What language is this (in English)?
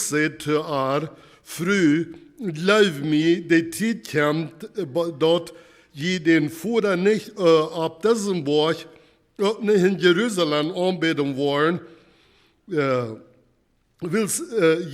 Plautdietsch